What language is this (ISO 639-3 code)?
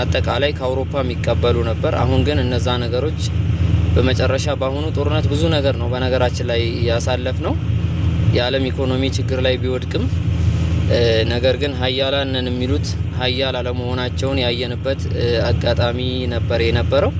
amh